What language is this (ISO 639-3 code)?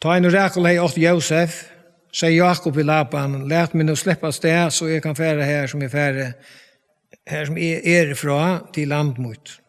fao